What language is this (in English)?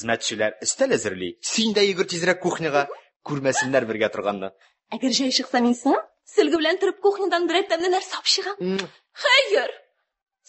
Tatar